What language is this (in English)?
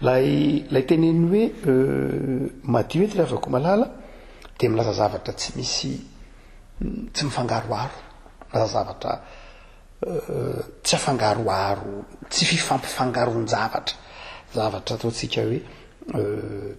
Malagasy